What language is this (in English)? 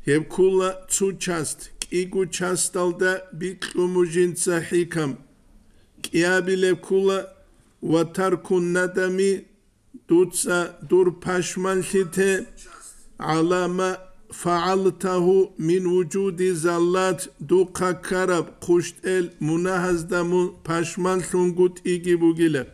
Avaric